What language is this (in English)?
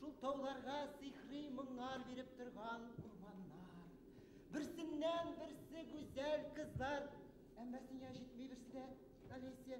Bashkir